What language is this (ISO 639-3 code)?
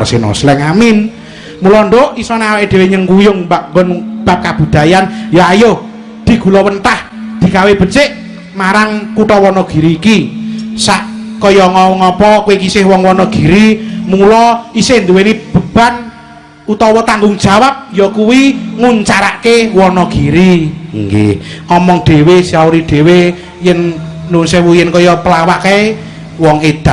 jav